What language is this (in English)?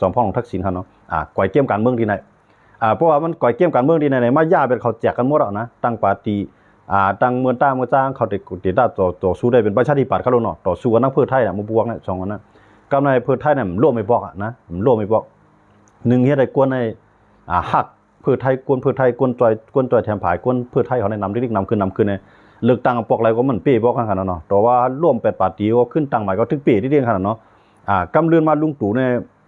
Shan